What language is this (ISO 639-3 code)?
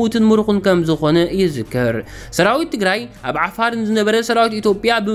tir